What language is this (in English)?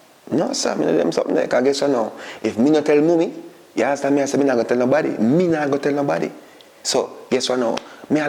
Jamaican Creole English